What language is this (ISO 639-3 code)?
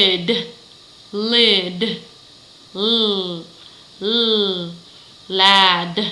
hmn